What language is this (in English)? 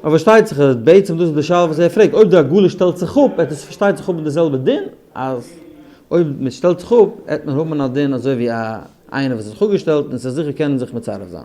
Yiddish